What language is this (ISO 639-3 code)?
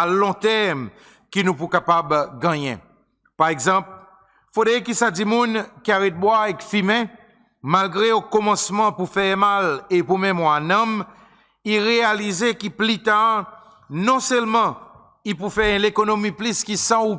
crs